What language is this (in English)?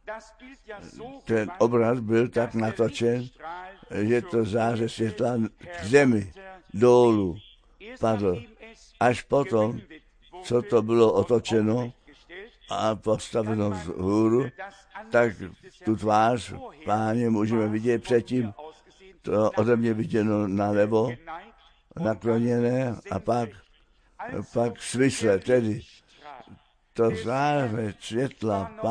Czech